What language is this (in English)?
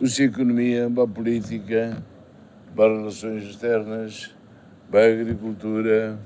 Tetum